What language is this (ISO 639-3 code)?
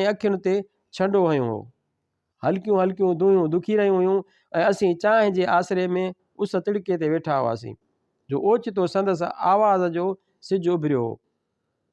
snd